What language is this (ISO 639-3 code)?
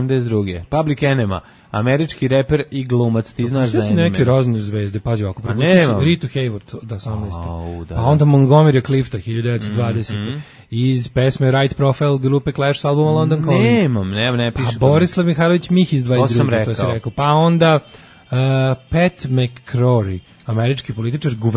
srp